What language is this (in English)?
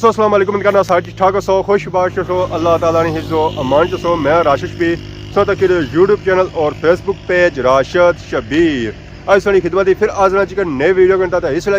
Pahari-Potwari